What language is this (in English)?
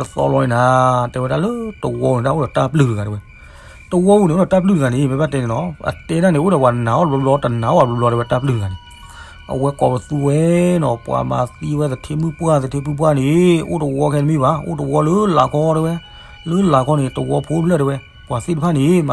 S'gaw Karen